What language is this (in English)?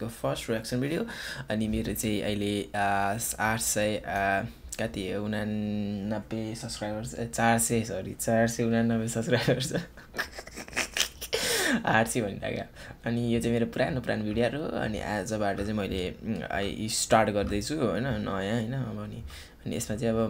Nepali